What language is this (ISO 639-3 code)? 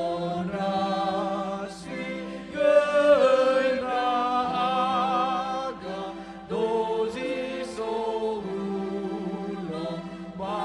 nia